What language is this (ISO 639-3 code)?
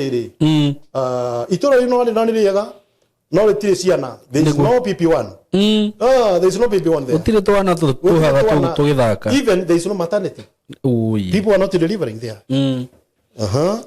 kik